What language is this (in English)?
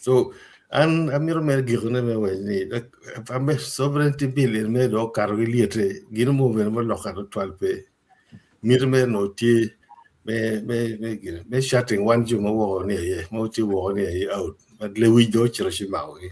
Acoli